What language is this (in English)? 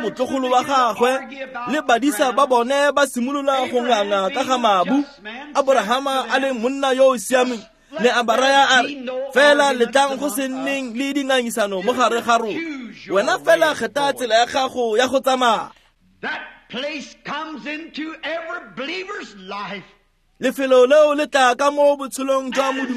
Tswana